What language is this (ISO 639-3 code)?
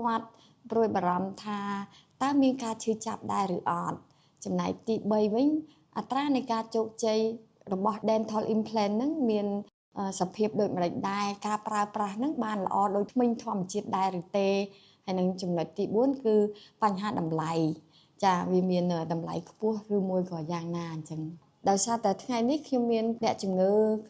khm